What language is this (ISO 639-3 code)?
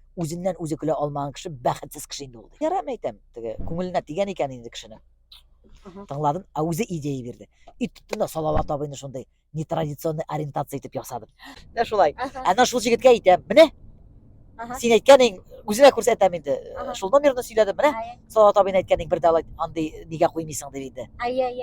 bak